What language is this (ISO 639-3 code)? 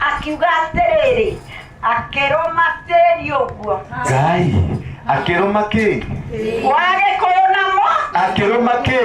kik